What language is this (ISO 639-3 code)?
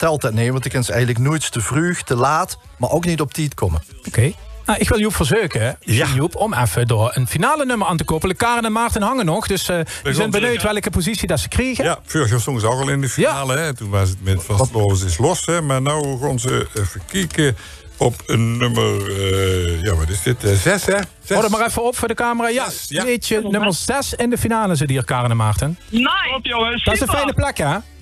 lim